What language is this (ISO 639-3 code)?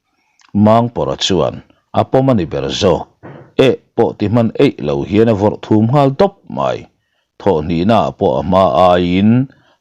lus